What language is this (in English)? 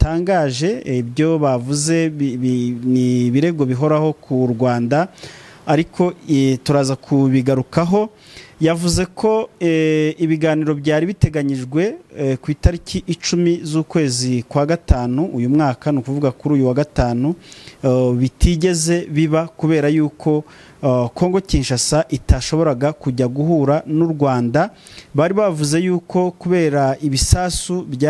Kinyarwanda